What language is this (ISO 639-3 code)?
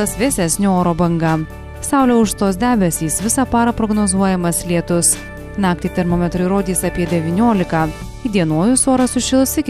lit